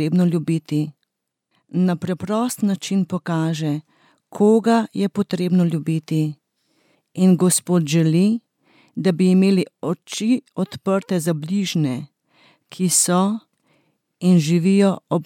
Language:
Slovenian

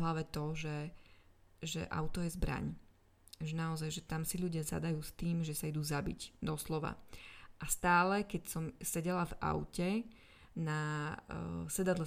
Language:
Slovak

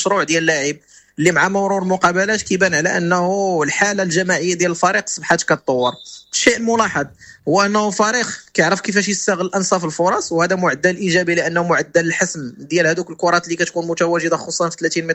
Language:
Moroccan Arabic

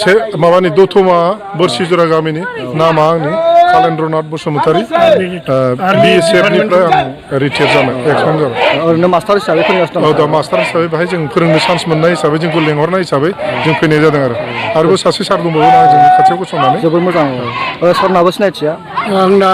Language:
Bodo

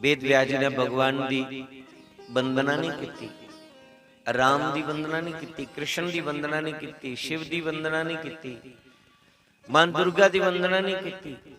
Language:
Dogri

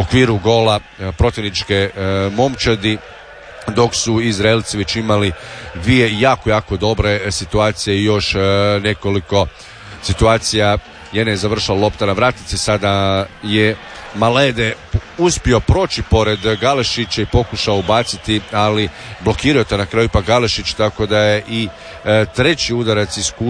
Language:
Croatian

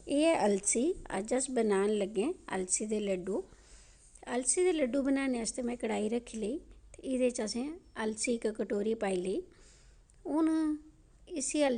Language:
Dogri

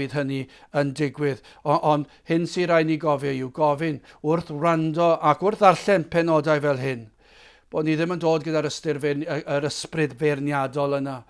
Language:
Welsh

